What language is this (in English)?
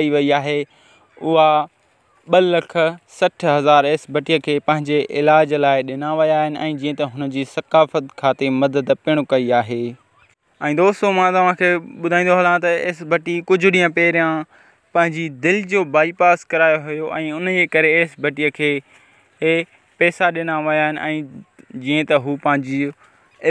Sindhi